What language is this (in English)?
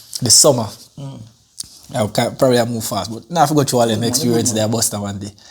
Jamaican Creole English